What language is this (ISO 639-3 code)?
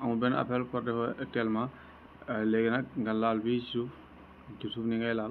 wol